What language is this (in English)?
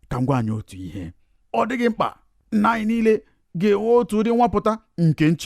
Igbo